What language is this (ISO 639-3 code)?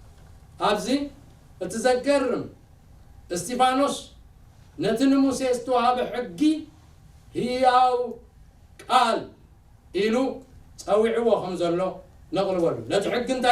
tir